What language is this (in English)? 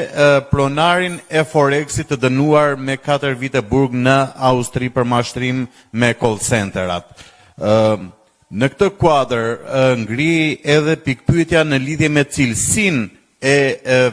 Albanian